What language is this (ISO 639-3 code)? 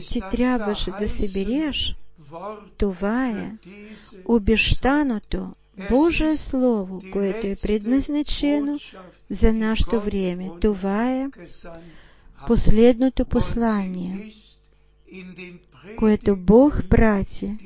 bul